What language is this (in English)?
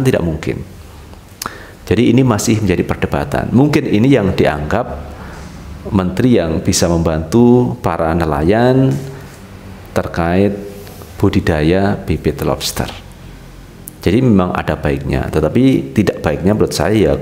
Indonesian